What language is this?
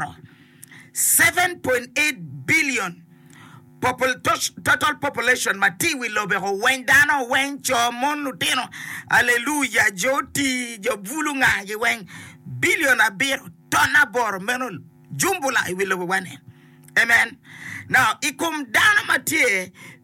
Acoli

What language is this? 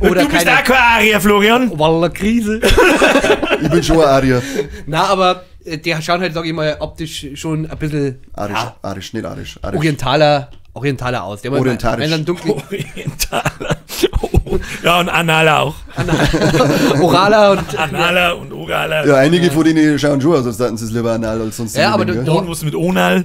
Bavarian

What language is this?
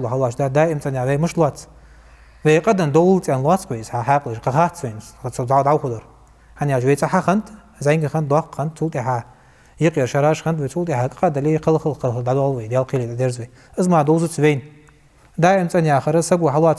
Ingush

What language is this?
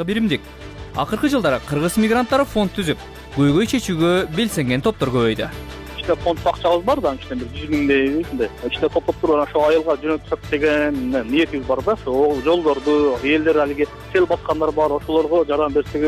Kyrgyz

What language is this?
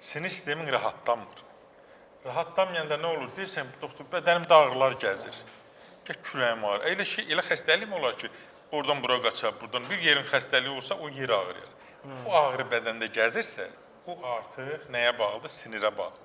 Azerbaijani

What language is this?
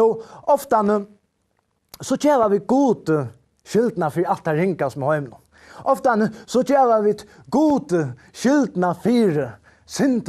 Faroese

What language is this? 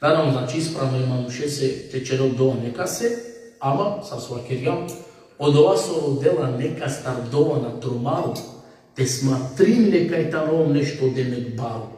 Balkan Romani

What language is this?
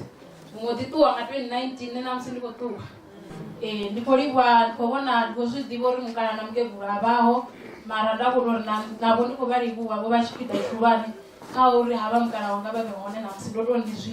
Venda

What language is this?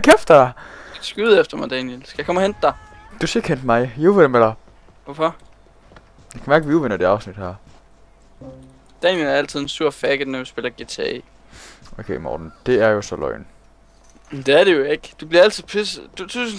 Danish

